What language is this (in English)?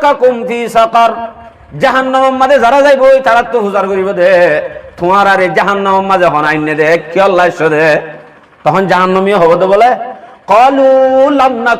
Rohingya